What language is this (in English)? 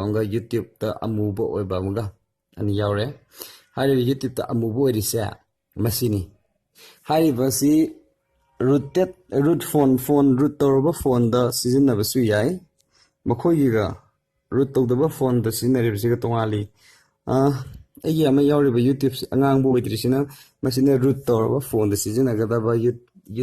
Manipuri